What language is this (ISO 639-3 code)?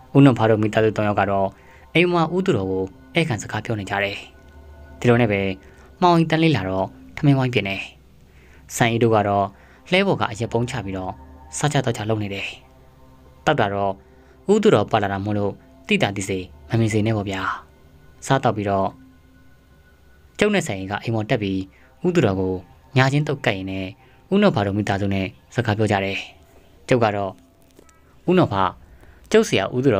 mya